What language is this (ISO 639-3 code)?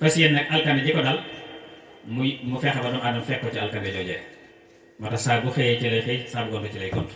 wol